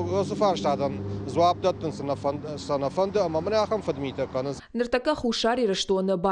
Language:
Ossetic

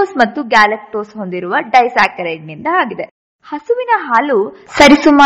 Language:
Kannada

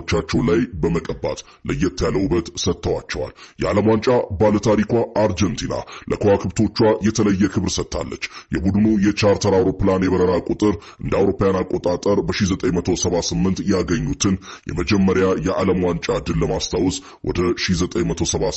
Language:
Amharic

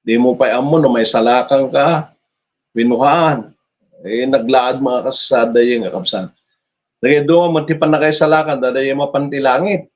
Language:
Iloko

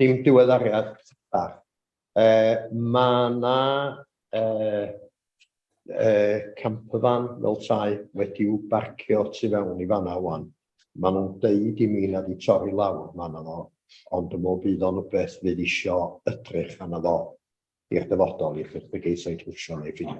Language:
Welsh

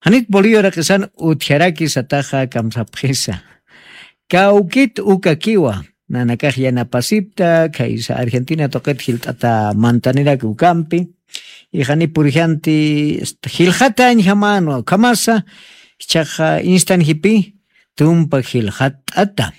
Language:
Aymara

